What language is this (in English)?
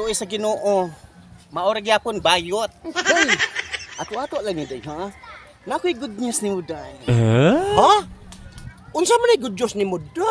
Cebuano